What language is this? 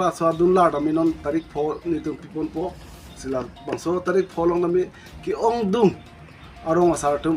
Karbi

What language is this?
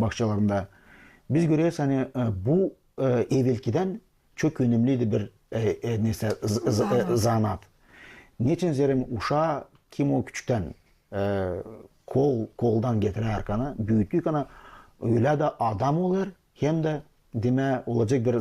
Gagauz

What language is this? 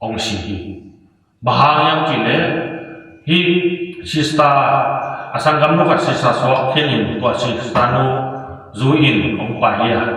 Tedim Chin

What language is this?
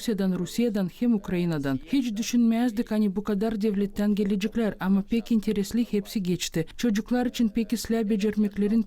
Gagauz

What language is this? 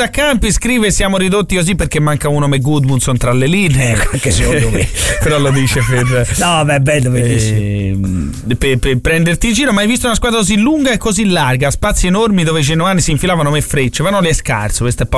Italian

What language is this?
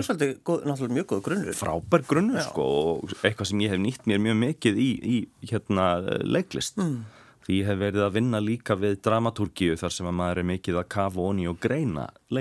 Icelandic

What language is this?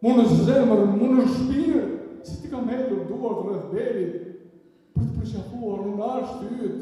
Albanian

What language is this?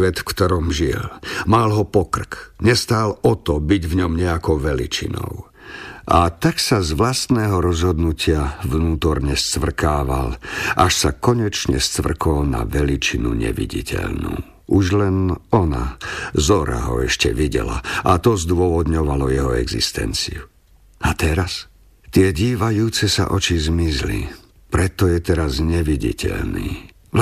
Slovak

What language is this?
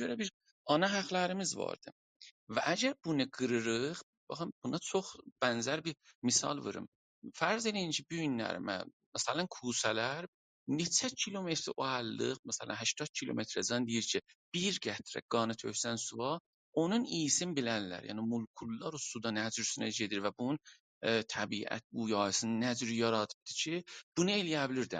South Azerbaijani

